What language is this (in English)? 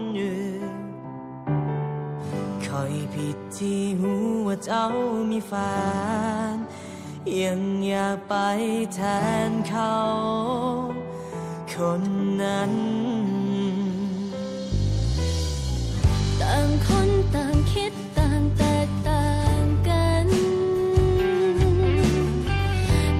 Thai